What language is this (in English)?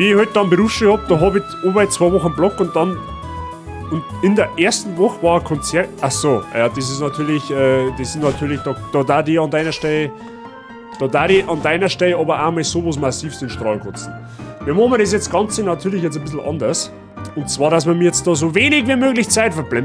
Bavarian